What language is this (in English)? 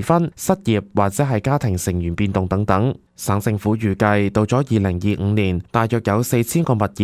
Cantonese